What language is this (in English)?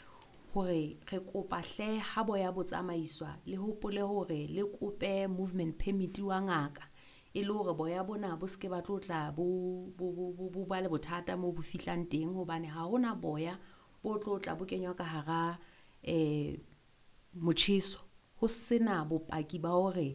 Southern Sotho